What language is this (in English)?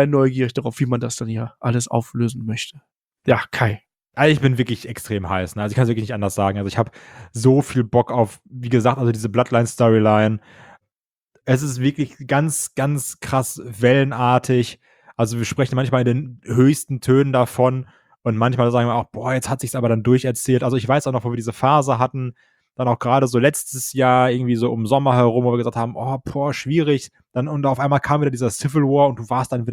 German